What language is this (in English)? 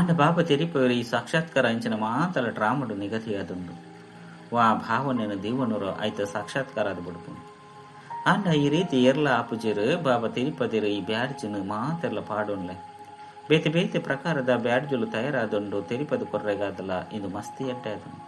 Tulu